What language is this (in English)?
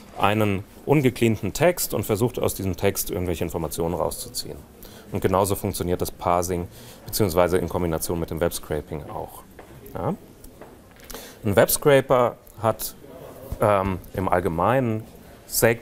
German